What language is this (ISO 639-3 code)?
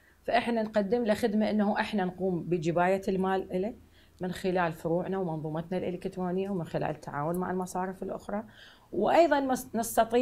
ara